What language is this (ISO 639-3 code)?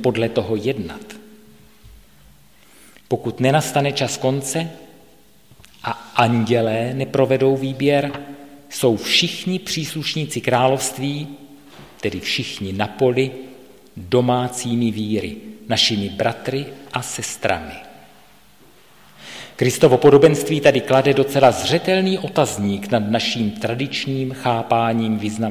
ces